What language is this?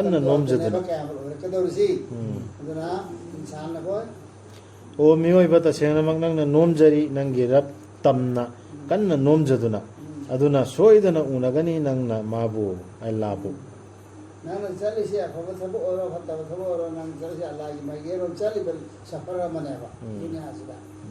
Manipuri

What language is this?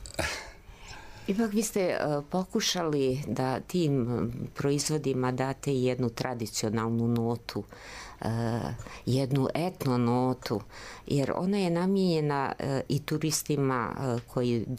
Serbian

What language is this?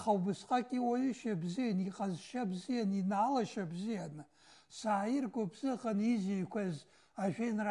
Abkhazian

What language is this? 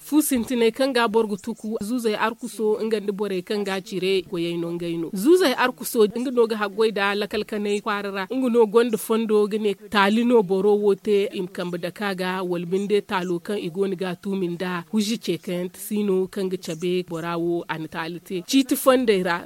Zarma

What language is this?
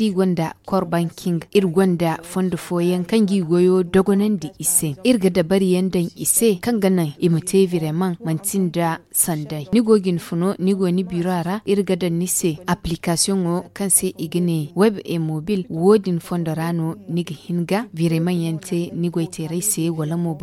Zarma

